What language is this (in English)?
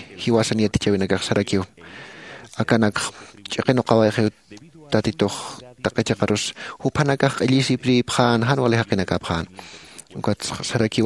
Aymara